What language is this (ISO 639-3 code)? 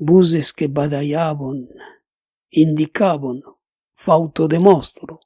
oci